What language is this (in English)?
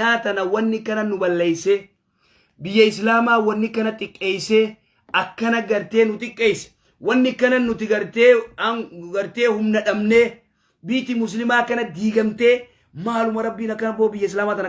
Oromo